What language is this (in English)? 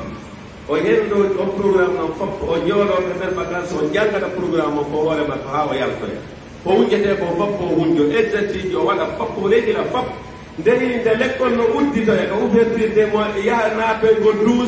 Fula